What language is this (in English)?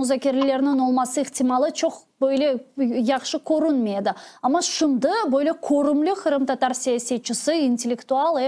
Crimean Tatar